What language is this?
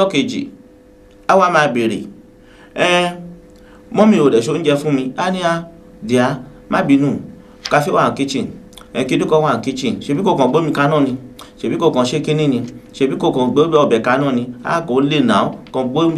Yoruba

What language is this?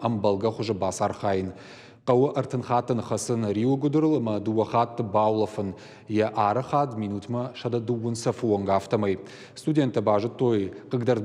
Ossetic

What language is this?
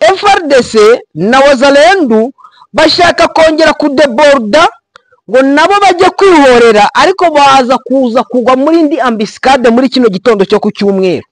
Kinyarwanda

